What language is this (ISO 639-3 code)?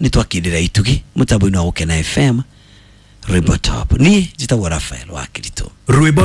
kik